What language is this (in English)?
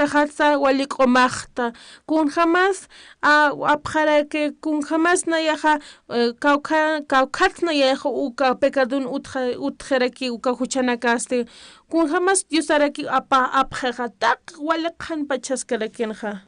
Aymara